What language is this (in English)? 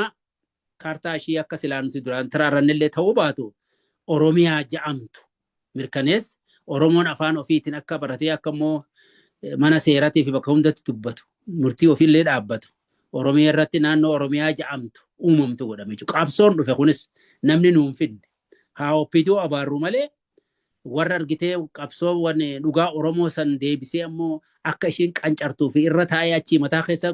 Oromo